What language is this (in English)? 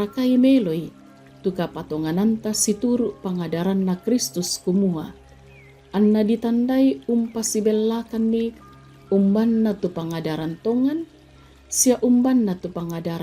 Toraja-Sa'dan